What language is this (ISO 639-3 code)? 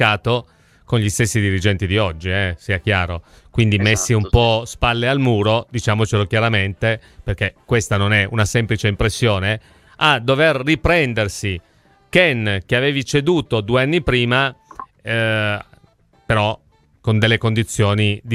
ita